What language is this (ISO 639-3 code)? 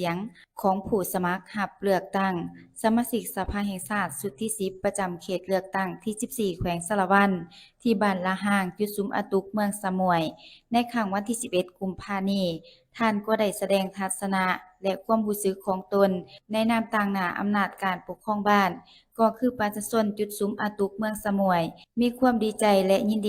lao